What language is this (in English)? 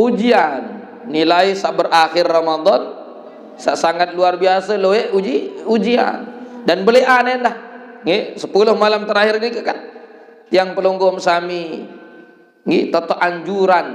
Sasak